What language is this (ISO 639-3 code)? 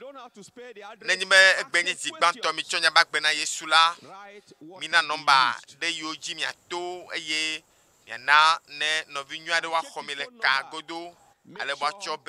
ewe